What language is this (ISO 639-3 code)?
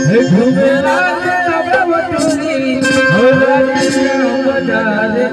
hne